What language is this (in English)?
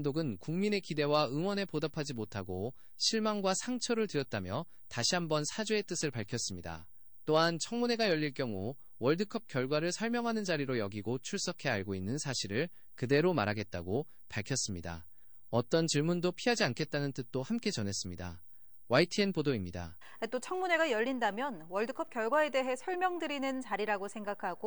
Korean